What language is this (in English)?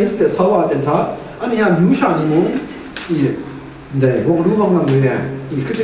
Kachin